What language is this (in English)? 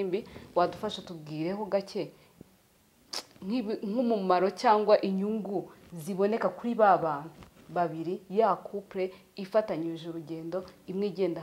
Kinyarwanda